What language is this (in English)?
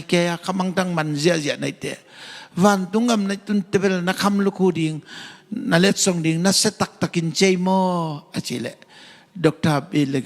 Tedim Chin